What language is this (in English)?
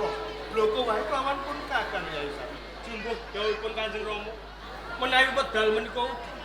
Javanese